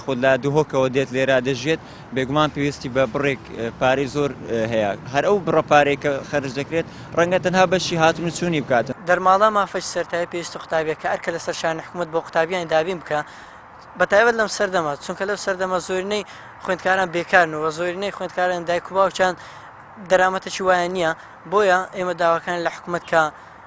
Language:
Central Kurdish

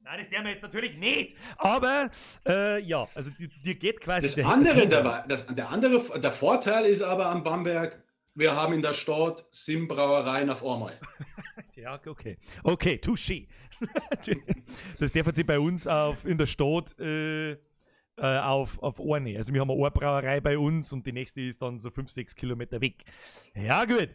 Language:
Bavarian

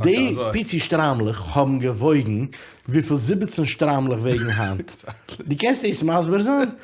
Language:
Yiddish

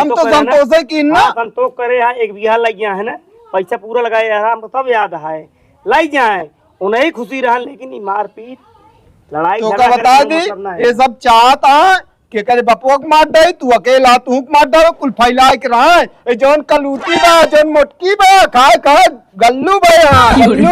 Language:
Awadhi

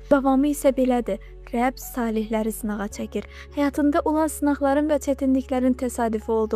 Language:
Azerbaijani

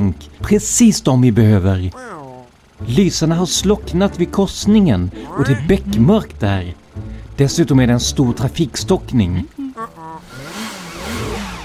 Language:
Swedish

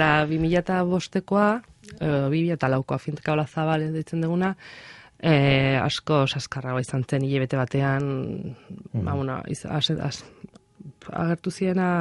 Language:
Basque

